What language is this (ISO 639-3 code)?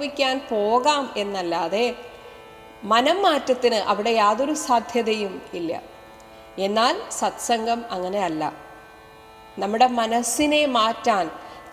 mal